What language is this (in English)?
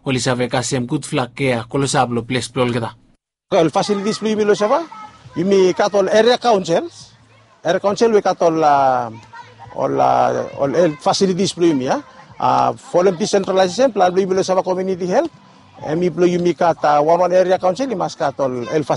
Bislama